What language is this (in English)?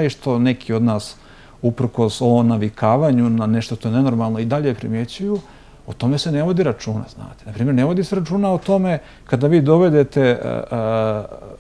Bosnian